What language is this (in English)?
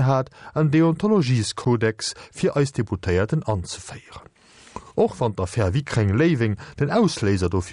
Luxembourgish